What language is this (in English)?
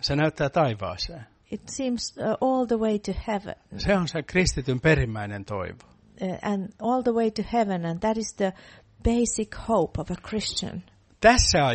Finnish